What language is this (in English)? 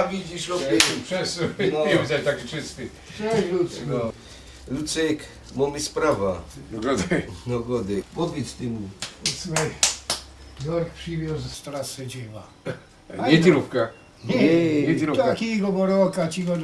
Silesian